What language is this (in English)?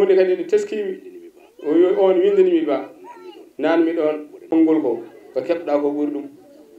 Fula